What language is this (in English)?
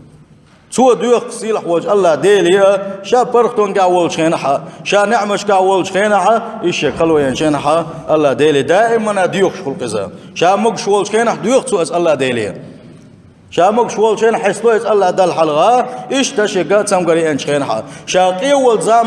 Chechen